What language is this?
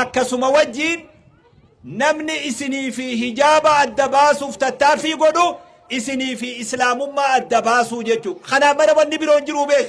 Oromo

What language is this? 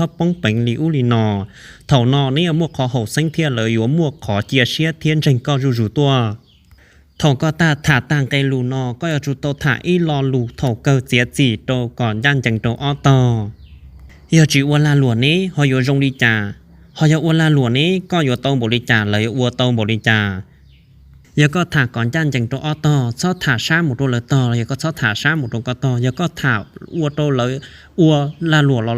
Hmong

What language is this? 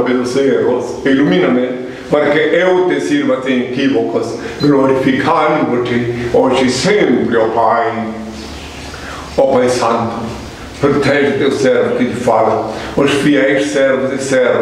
Portuguese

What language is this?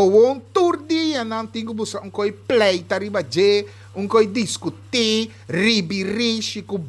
Papiamento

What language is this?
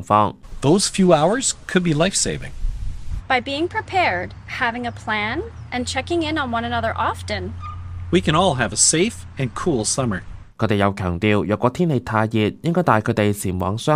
Cantonese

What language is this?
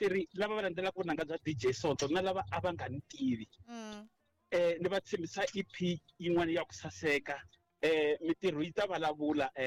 Tsonga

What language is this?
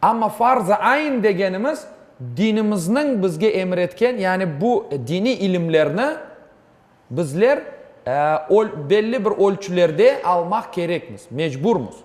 Crimean Tatar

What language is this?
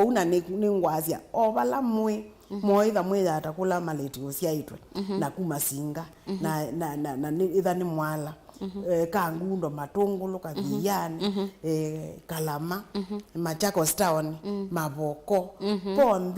Kamba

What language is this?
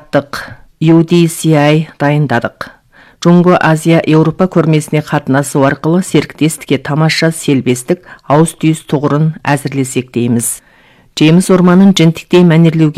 Kazakh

